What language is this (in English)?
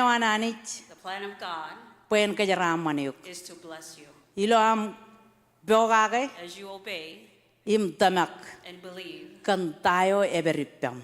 Marshallese